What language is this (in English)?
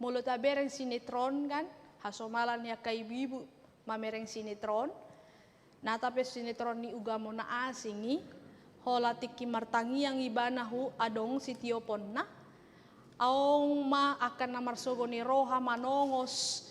Batak Toba